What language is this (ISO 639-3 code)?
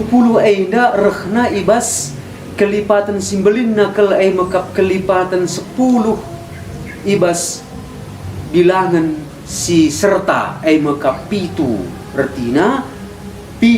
btx